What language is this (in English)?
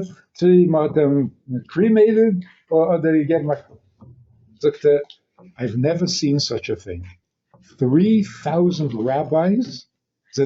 Yiddish